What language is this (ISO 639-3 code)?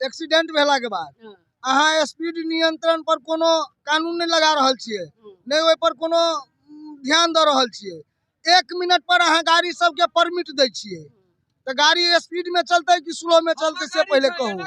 mai